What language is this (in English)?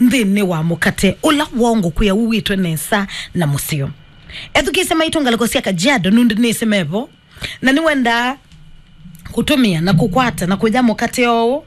Kamba